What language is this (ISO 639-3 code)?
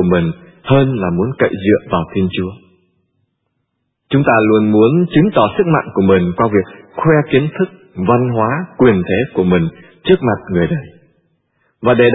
vie